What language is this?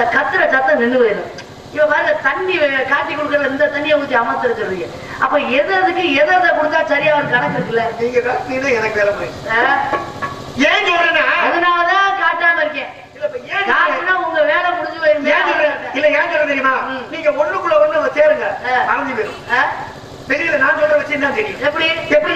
Tamil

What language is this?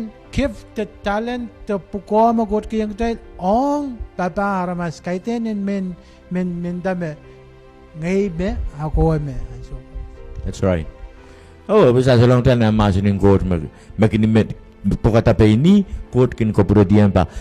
Pohnpeian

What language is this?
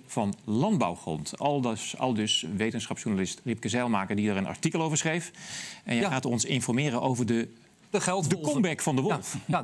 Dutch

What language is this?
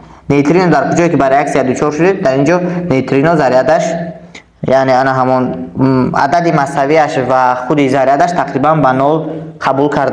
Tajik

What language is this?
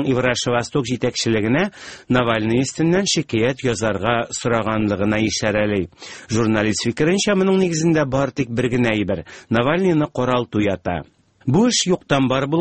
Tatar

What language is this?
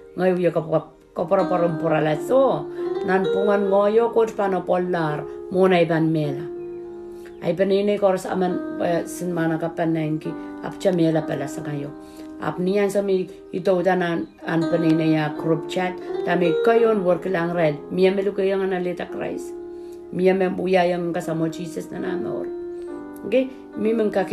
Pohnpeian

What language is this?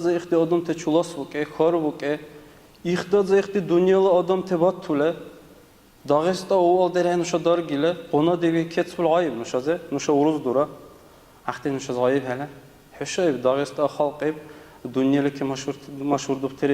Dargwa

